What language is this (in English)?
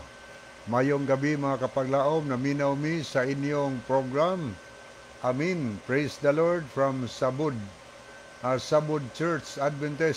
Cebuano